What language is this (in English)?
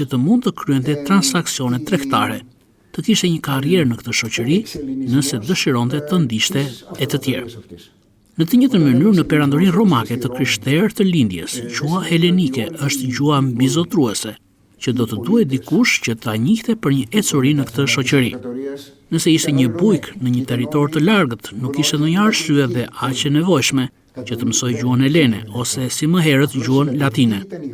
Albanian